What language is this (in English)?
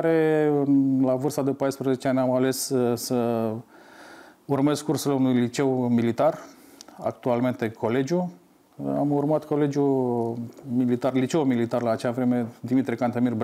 Romanian